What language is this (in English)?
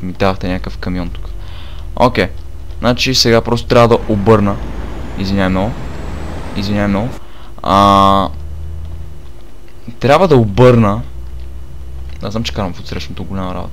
Bulgarian